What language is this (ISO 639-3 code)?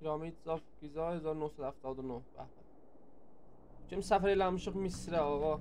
azb